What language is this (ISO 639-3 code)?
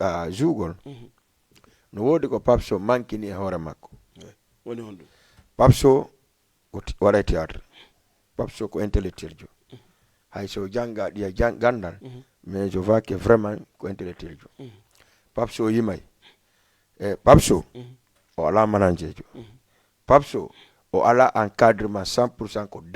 ful